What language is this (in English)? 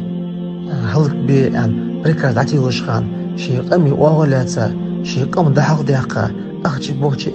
Ingush